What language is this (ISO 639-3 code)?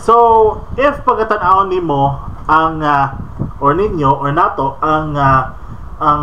ceb